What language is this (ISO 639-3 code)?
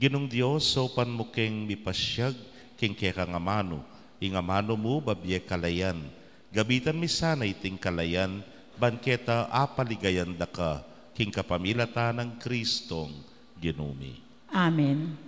pam